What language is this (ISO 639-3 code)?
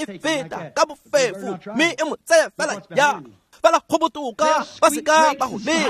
tsn